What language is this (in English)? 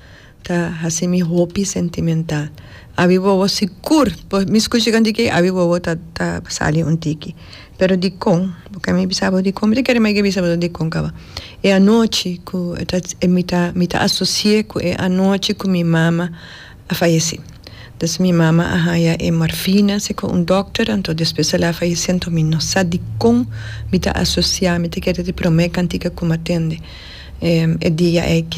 Papiamento